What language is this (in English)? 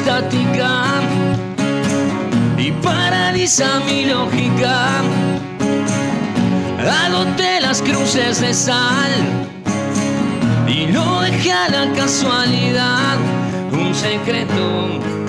Spanish